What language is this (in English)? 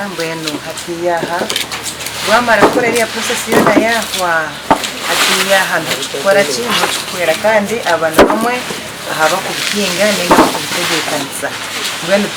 Nyankole